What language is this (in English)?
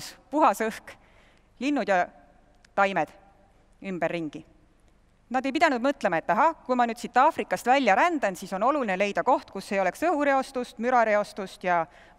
Estonian